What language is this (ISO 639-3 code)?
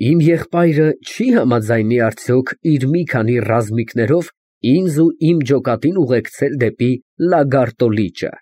hye